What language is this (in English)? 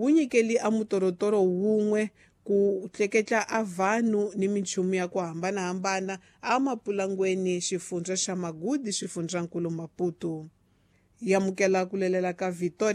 Tsonga